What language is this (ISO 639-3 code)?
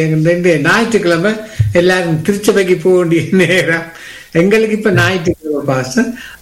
tam